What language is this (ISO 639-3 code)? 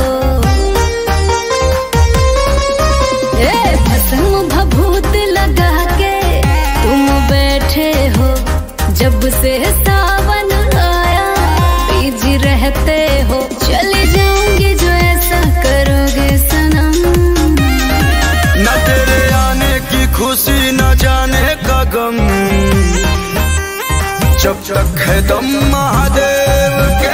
bho